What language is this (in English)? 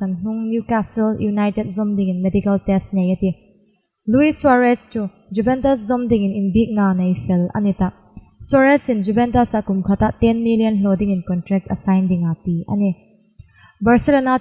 Hmar